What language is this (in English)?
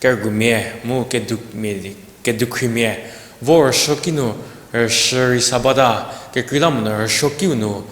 Angami Naga